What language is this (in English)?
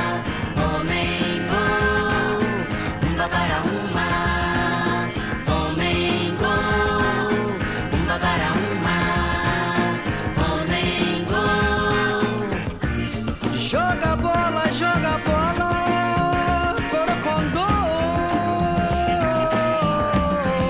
Portuguese